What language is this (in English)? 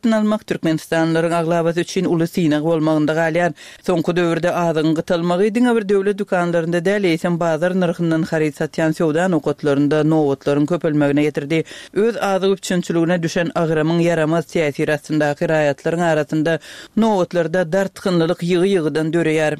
Turkmen